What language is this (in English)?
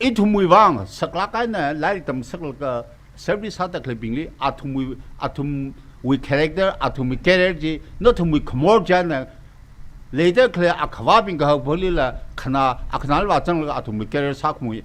Tangkhul Naga (India)